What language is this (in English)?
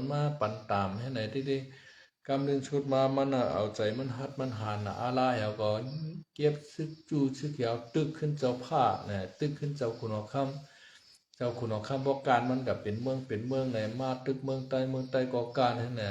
Shan